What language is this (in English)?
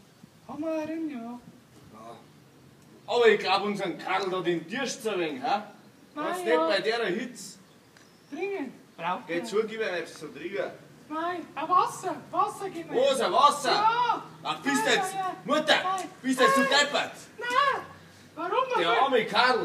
Bavarian